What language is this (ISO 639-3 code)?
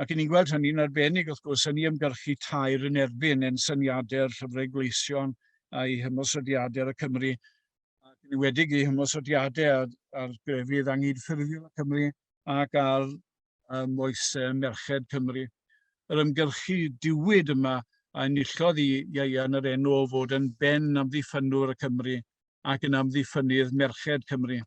cym